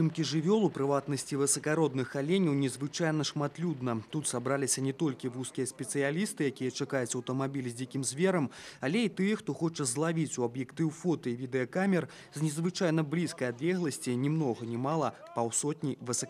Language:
Belarusian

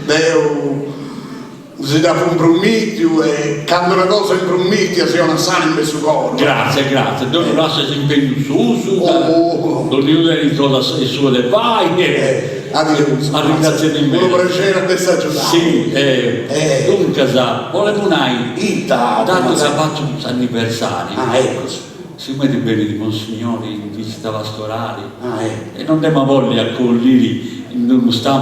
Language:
Sardinian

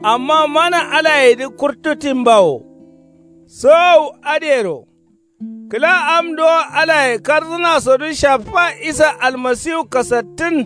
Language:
Kanuri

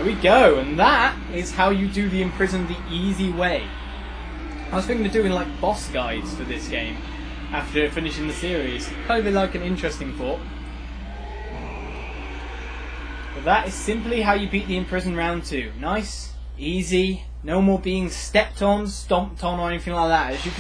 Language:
English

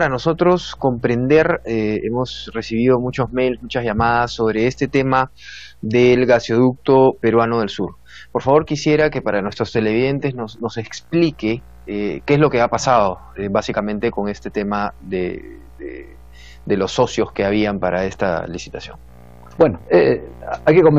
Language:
Spanish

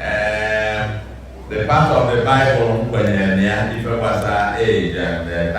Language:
Igbo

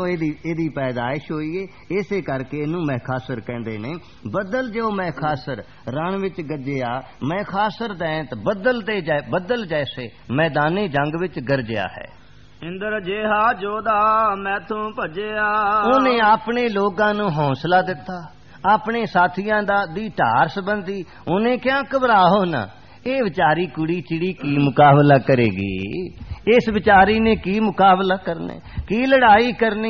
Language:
Punjabi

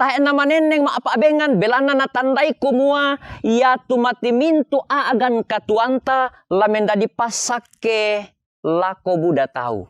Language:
Toraja-Sa'dan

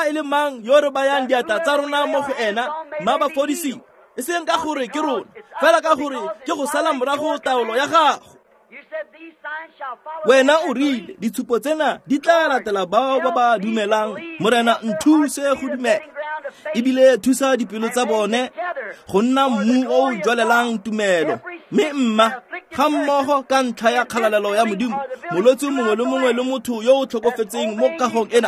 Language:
Tswana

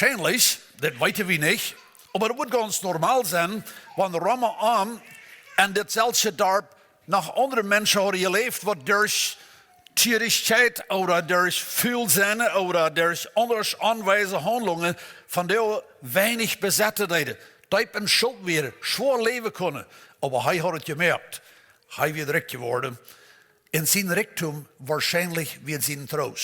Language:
Plautdietsch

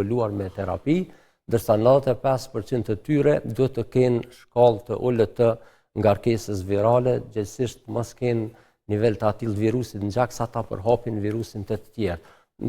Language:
Albanian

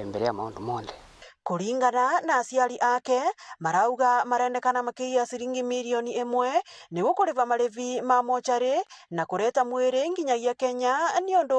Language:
Meru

